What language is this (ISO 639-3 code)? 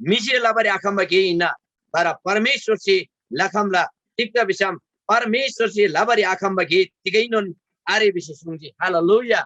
taj